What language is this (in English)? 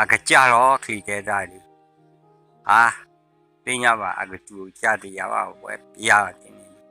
S'gaw Karen